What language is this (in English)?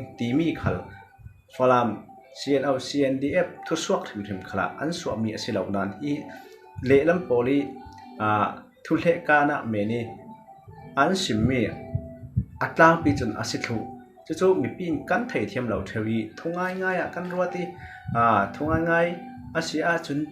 Falam Chin